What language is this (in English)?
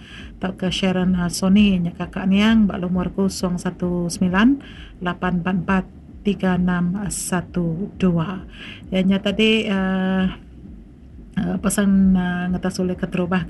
Iban